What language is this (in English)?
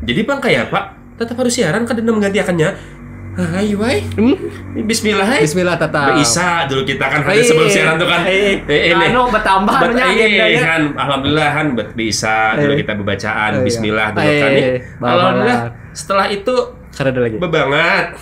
Banjar